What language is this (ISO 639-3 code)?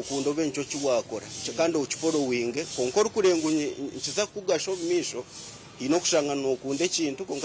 nyn